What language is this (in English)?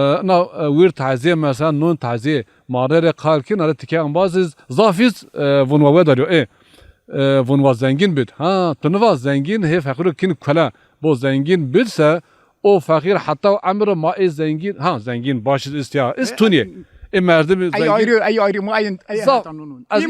Zaza